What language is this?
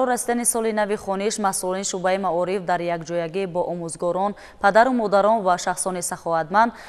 Tajik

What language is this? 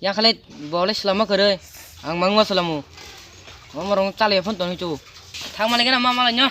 Kok Borok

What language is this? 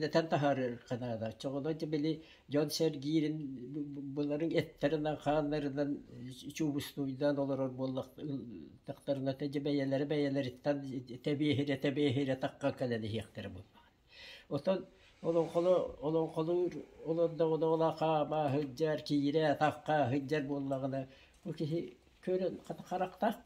Yakut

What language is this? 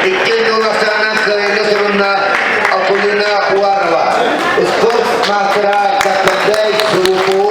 Yakut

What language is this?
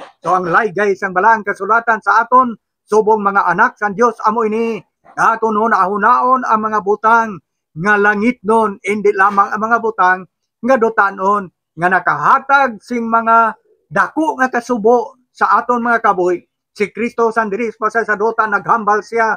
Hiligaynon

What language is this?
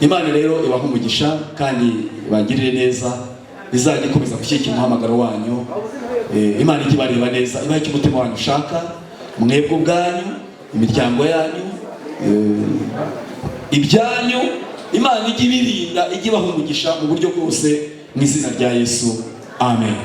Kinyarwanda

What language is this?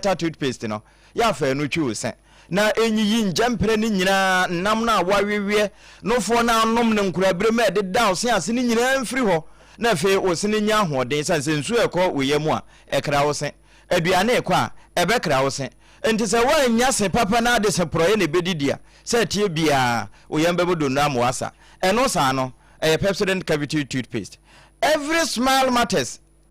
Akan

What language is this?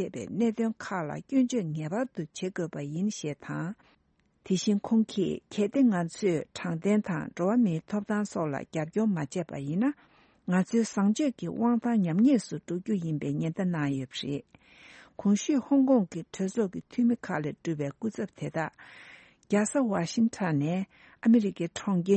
Tibetan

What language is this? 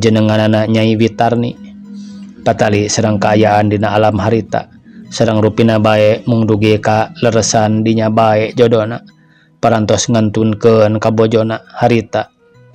Sundanese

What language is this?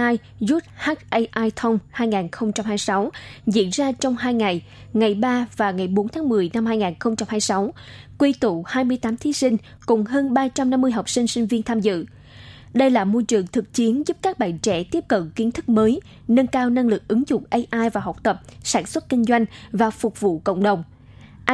Vietnamese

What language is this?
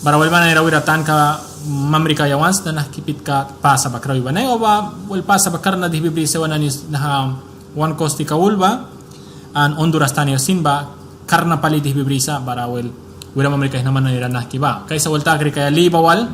Mískito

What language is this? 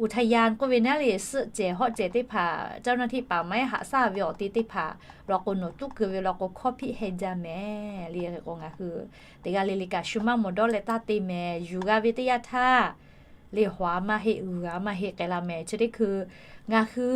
Lahu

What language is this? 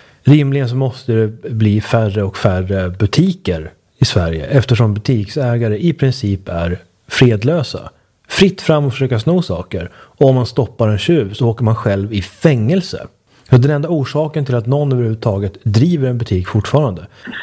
Swedish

